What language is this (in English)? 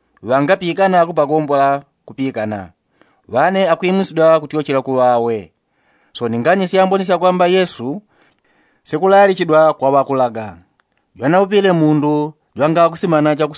Yao